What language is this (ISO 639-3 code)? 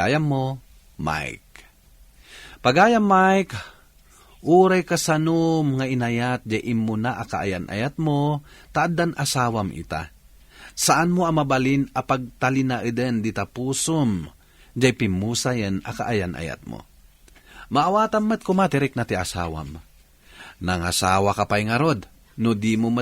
ilo